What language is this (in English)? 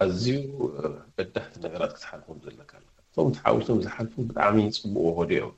Tigrinya